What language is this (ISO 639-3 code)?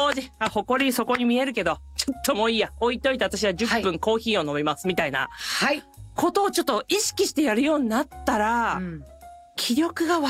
jpn